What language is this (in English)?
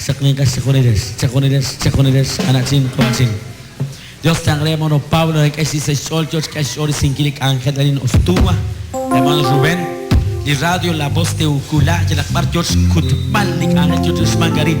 Kekchí